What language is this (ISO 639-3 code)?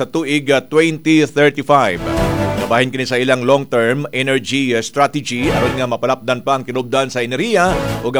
ceb